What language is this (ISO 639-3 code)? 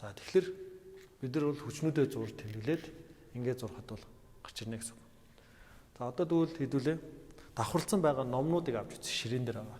mon